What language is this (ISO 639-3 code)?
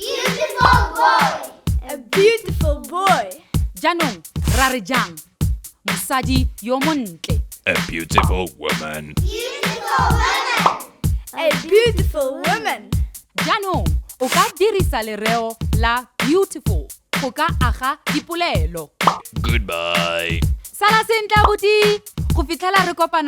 tsn